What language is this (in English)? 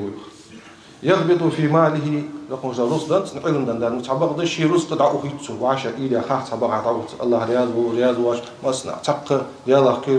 Ingush